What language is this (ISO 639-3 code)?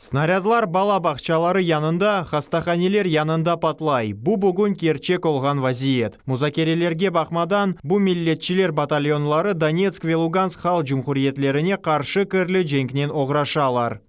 crh